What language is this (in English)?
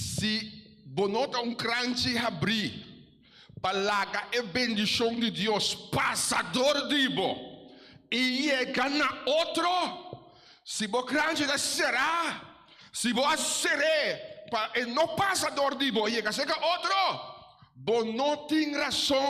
Papiamento